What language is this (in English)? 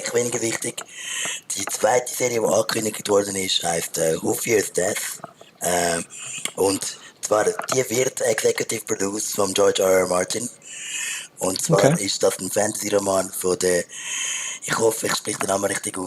Swiss German